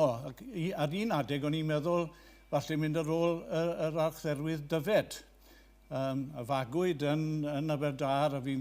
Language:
Welsh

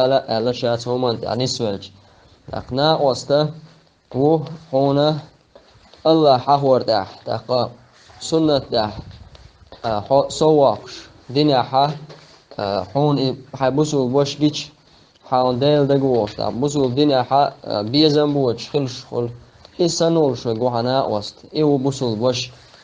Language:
Chechen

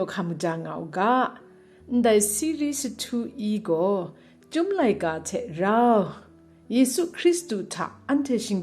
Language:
Kachin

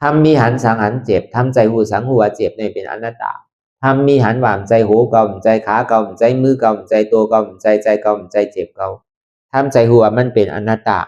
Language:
Lü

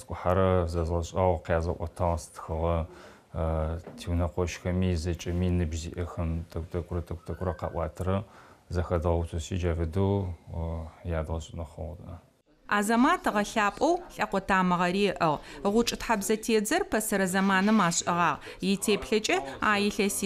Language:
Adyghe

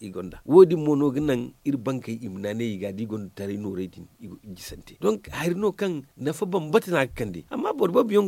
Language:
Zarma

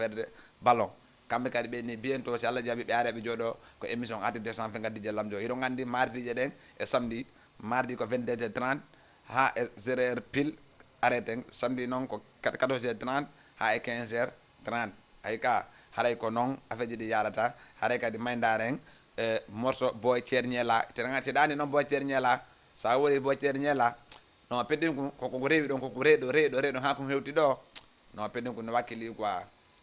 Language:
Fula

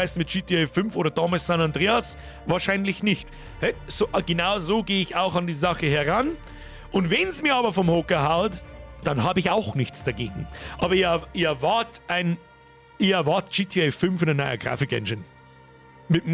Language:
Bavarian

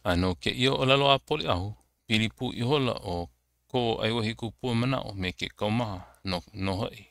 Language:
Hawaiian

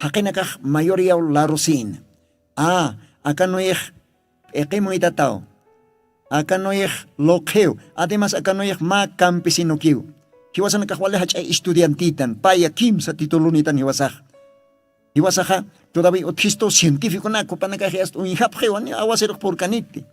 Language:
Aymara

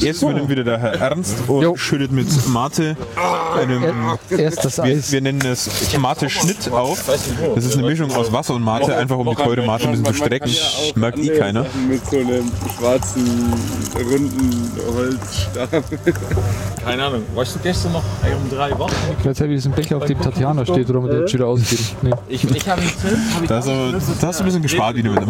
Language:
German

